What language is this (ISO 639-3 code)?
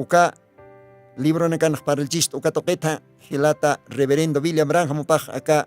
aym